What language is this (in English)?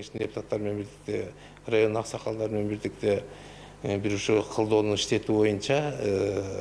Kyrgyz